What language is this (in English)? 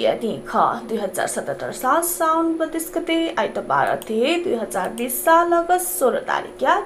Newari